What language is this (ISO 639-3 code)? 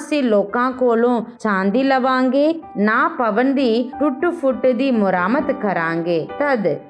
pan